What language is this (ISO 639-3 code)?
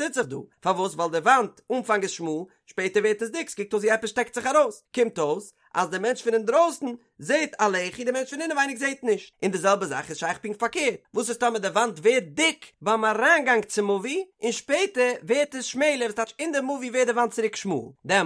yid